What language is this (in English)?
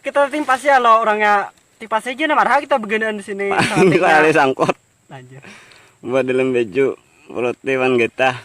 Banjar